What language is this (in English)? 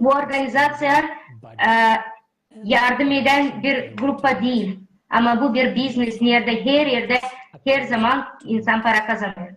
Gagauz